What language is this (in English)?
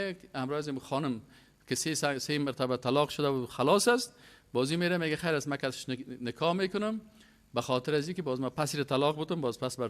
Persian